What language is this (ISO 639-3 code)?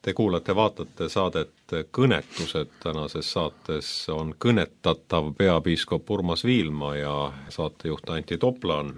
est